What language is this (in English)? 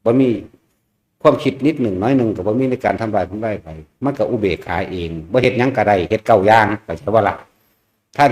Northeastern Thai